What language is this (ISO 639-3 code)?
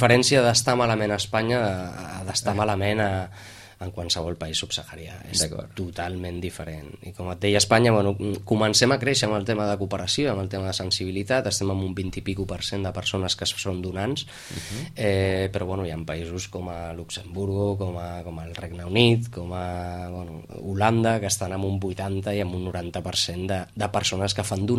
cat